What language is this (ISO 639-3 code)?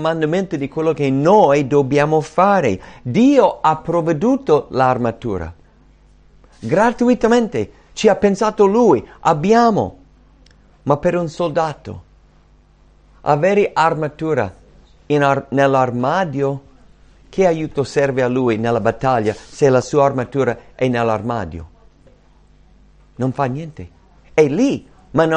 ita